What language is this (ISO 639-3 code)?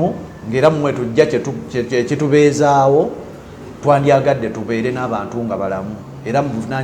lug